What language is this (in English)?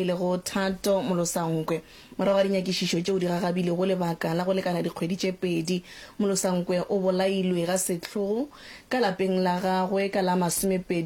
Northern Sotho